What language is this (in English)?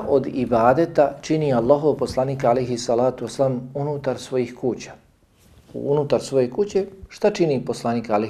Bosnian